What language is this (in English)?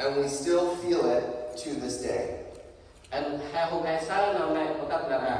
Central Mnong